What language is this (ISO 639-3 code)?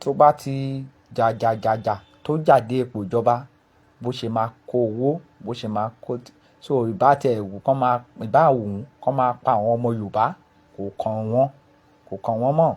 yor